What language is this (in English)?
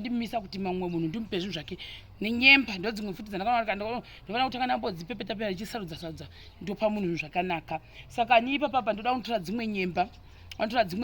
Shona